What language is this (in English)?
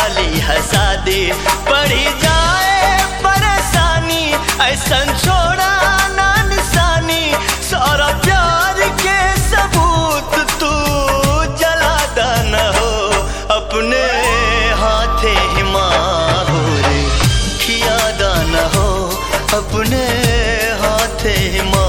Bhojpuri